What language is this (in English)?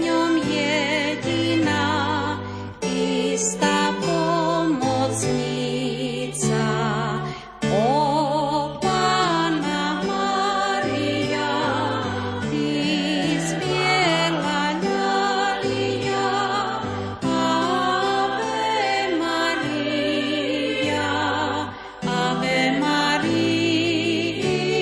Slovak